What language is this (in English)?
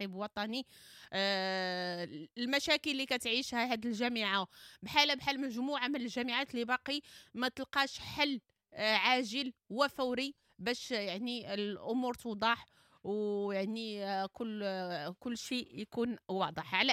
Moroccan Arabic